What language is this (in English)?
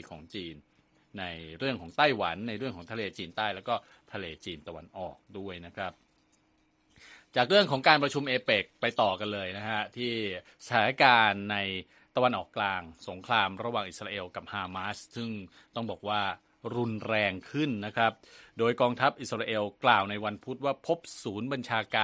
Thai